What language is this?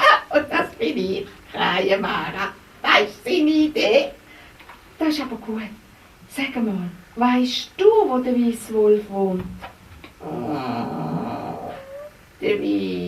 Swiss German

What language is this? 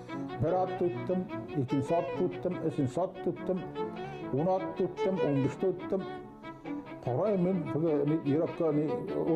Bashkir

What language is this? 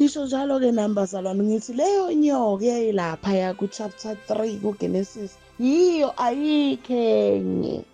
Zulu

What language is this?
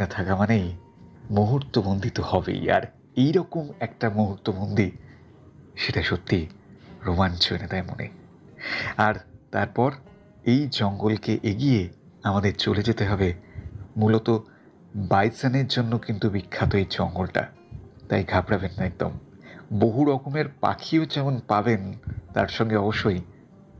Bangla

